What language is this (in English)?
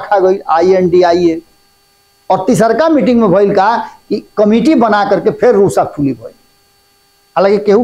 Bhojpuri